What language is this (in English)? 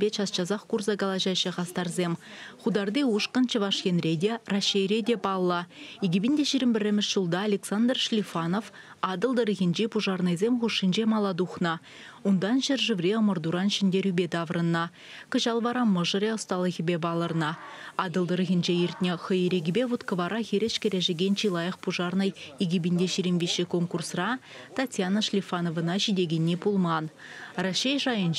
Chuvash